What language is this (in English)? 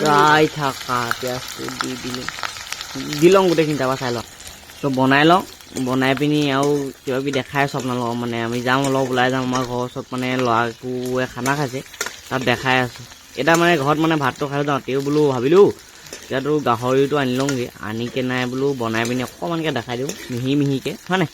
Assamese